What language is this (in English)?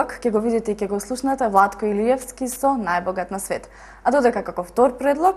Macedonian